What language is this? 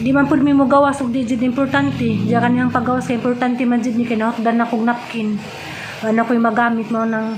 Cebuano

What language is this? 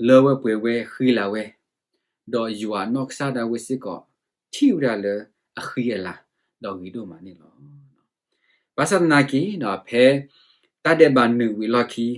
S'gaw Karen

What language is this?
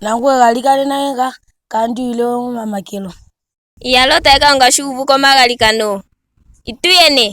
Ndonga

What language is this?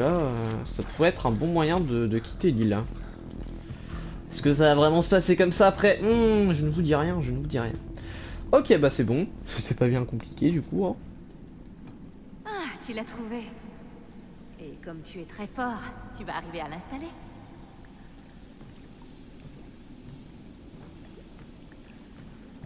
French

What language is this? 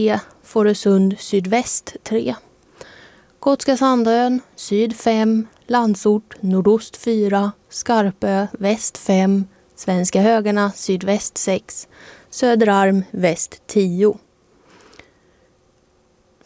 Swedish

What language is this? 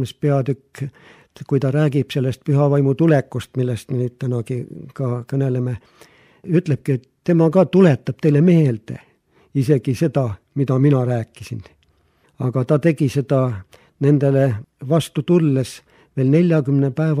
Estonian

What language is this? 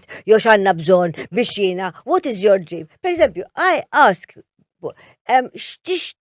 Maltese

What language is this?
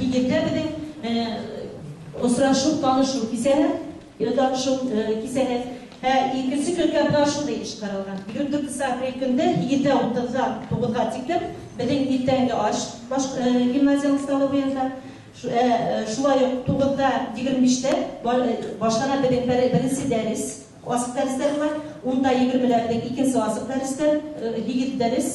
Bashkir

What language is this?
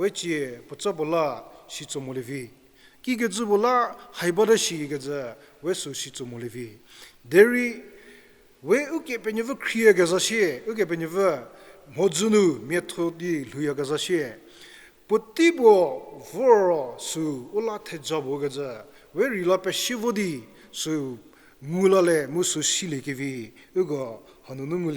Angami Naga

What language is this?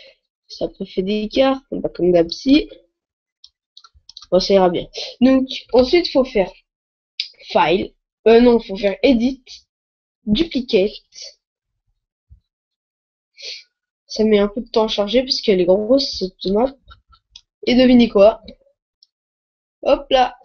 French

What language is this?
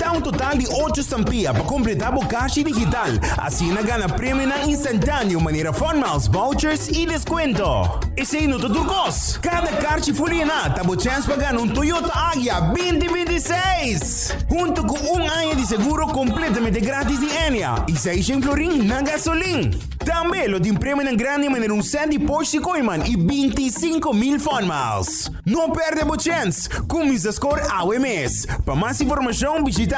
Papiamento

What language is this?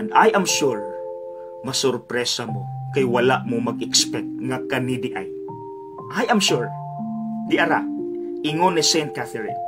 Cebuano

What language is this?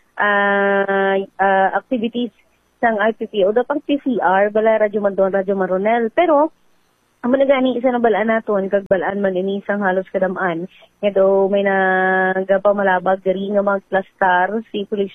Hiligaynon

